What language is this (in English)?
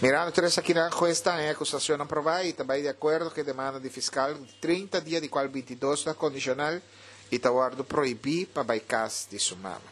Papiamento